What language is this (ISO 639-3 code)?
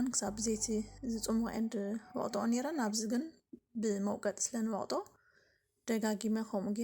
tir